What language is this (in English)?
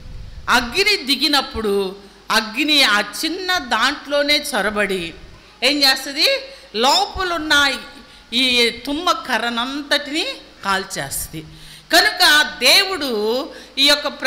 Telugu